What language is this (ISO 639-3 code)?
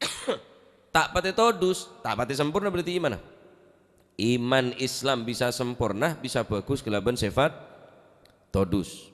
mad